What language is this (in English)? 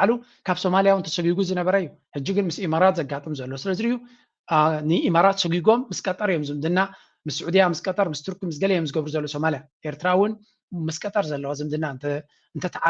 Tigrinya